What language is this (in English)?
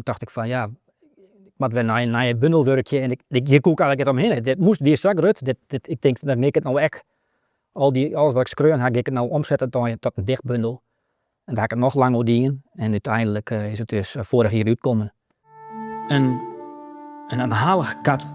Western Frisian